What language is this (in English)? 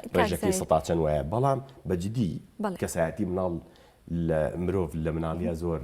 Central Kurdish